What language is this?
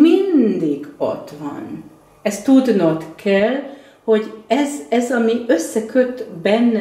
Hungarian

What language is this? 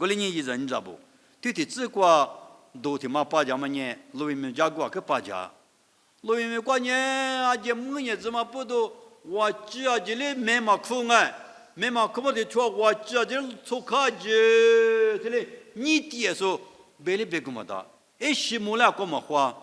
Lisu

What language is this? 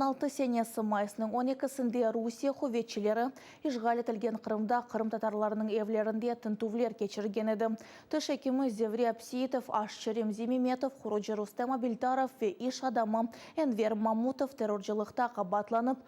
Crimean Tatar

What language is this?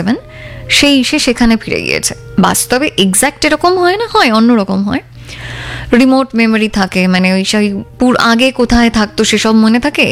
Bangla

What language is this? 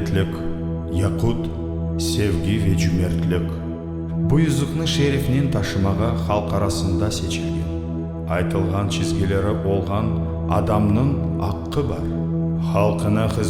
Crimean Tatar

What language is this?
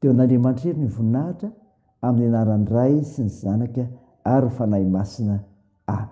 Malagasy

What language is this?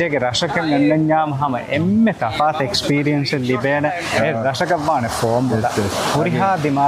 Divehi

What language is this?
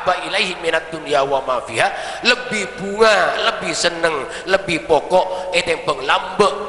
Madurese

